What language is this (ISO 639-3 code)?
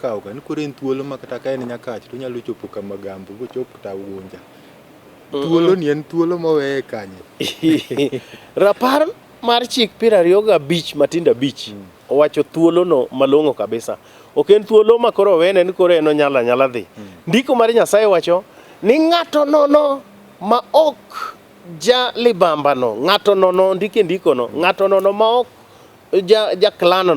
luo